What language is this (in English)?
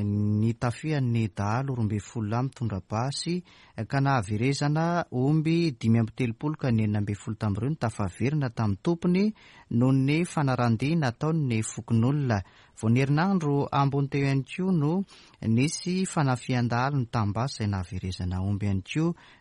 Malagasy